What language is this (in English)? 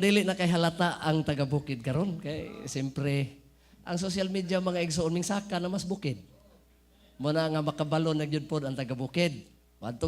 Cebuano